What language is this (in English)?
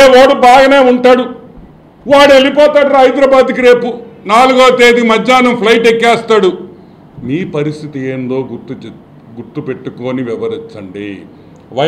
Telugu